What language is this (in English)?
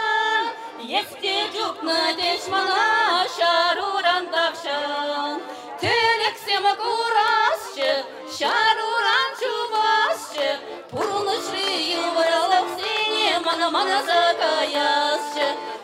Chuvash